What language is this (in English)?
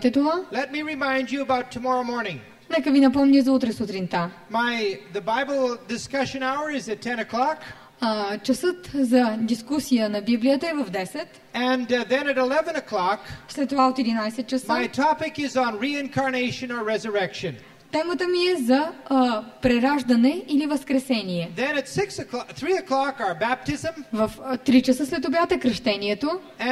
Bulgarian